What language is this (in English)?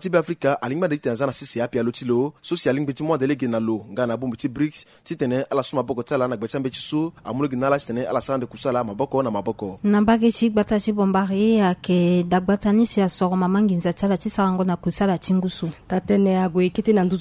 Sango